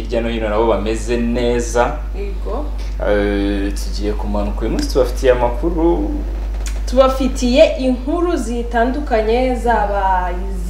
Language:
Kinyarwanda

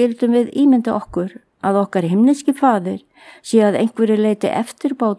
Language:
Icelandic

